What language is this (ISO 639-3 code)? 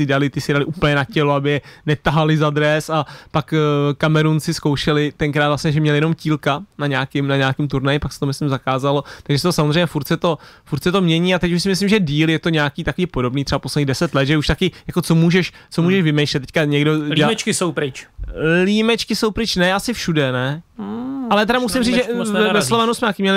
ces